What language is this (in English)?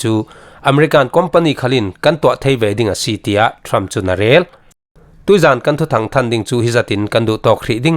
Falam Chin